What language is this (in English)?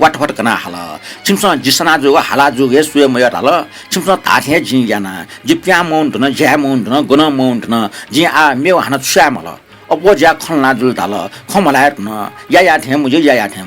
Newari